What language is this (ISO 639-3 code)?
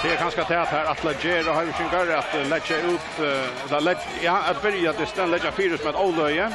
fao